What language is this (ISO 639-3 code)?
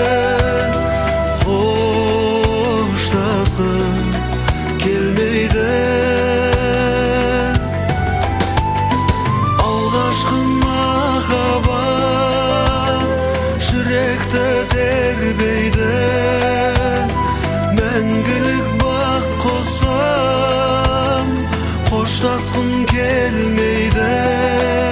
kaz